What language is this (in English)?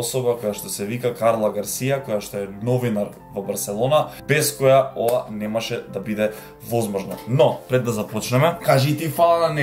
Macedonian